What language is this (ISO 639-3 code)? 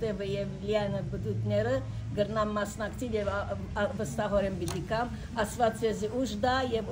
hyw